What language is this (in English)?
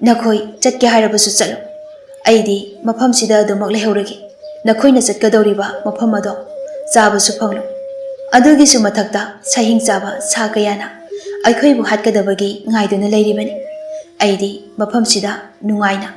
Manipuri